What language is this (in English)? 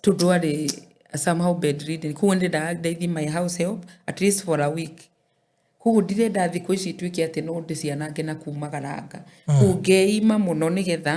Kikuyu